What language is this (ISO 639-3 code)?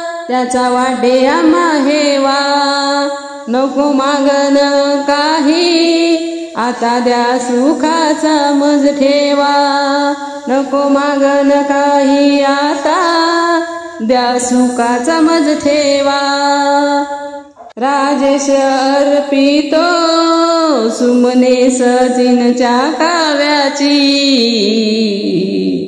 mar